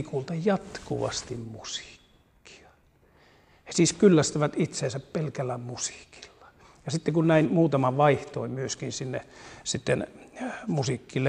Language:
Finnish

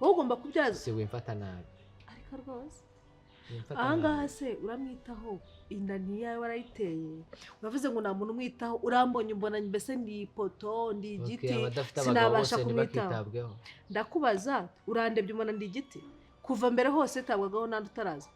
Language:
Kinyarwanda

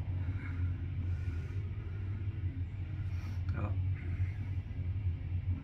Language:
Norwegian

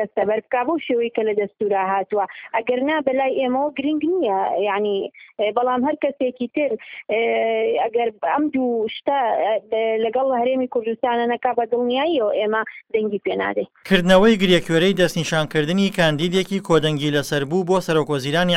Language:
Central Kurdish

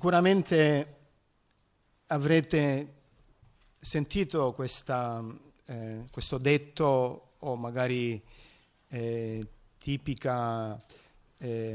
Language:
Italian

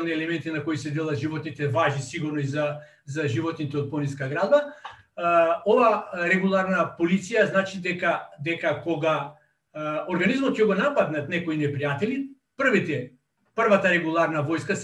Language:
Macedonian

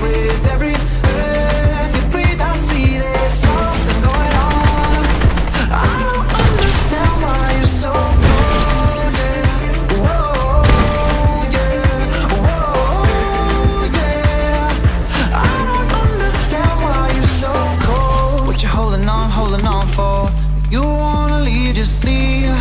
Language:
English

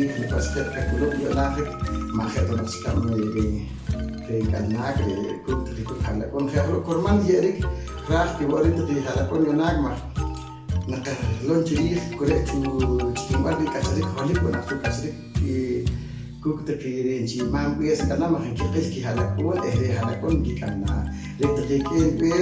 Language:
Poqomchi'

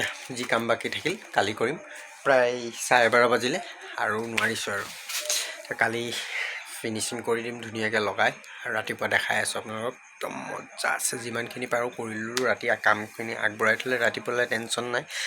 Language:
Assamese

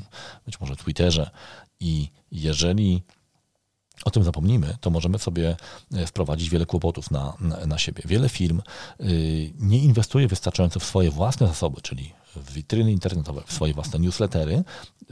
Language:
Polish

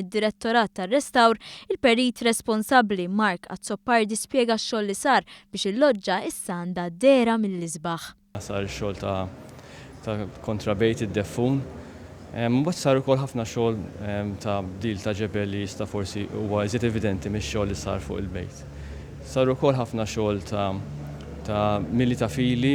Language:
Maltese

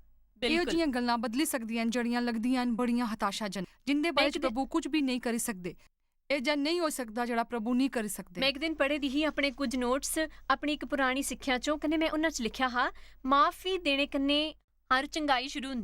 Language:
Dogri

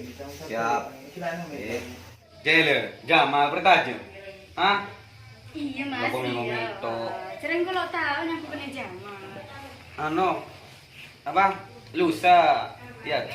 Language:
Madurese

